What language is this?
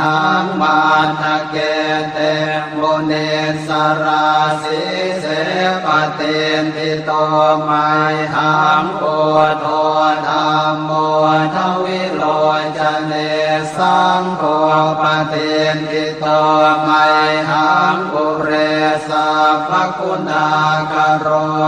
Pali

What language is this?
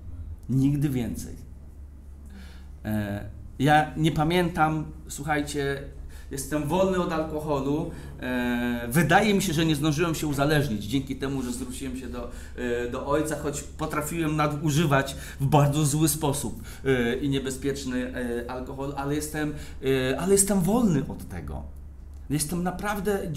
Polish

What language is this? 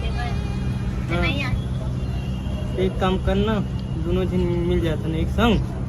Chhattisgarhi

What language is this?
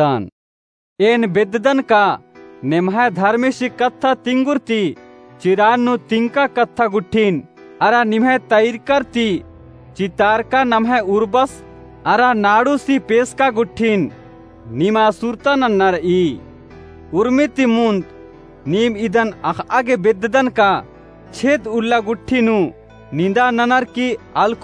Kurukh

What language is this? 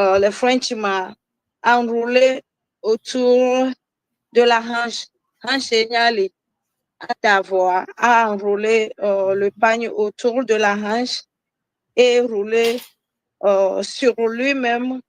Ewe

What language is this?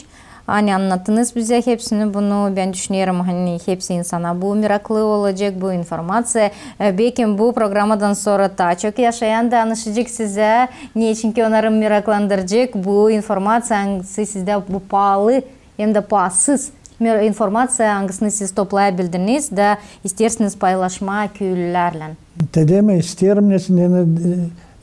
Gagauz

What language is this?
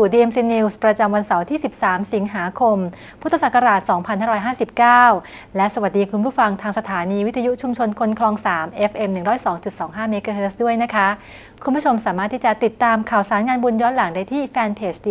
Thai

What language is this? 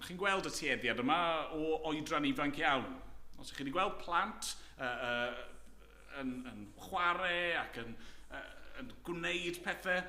Welsh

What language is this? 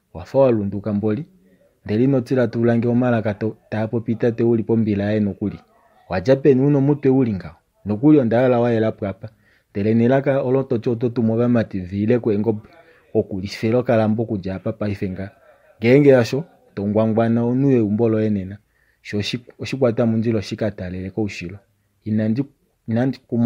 Kuanyama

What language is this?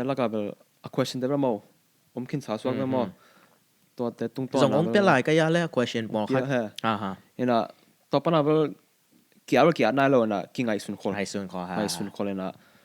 Tedim Chin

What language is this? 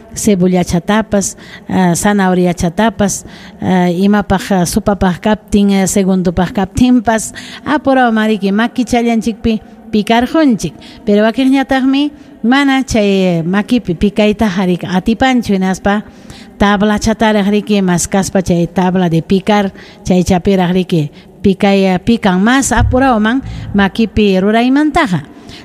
Ayacucho Quechua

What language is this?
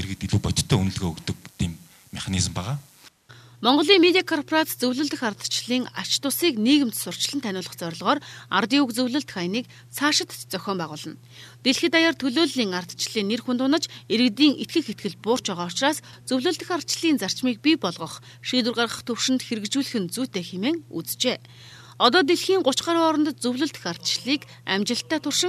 Mongolian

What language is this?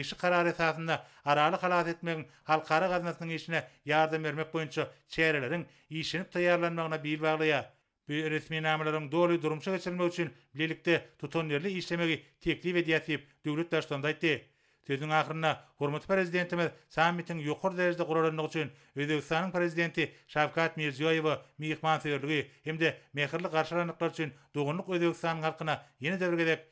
Turkmen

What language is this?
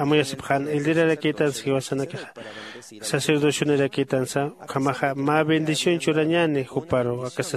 Aymara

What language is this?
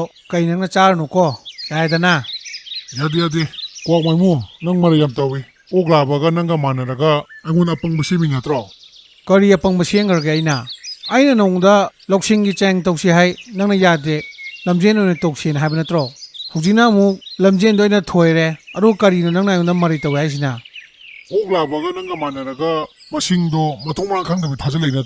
Manipuri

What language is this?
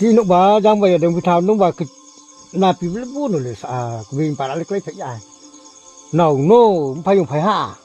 Riang (India)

